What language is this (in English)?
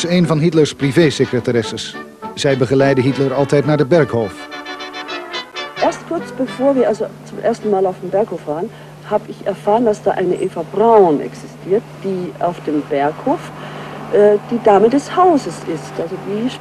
Dutch